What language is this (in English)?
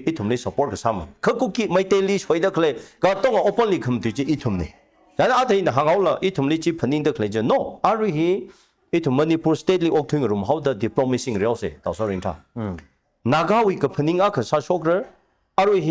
Tangkhul Naga (India)